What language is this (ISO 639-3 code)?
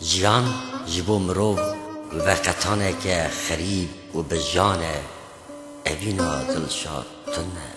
kur